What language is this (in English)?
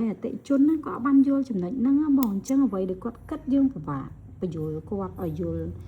Khmer